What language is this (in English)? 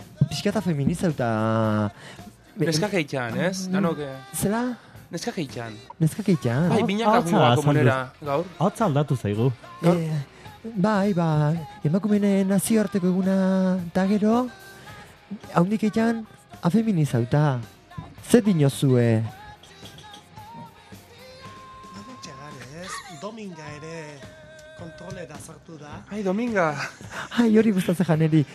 Basque